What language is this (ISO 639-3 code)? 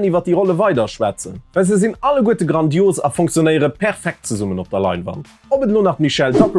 ltz